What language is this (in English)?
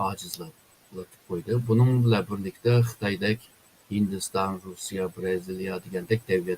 Uyghur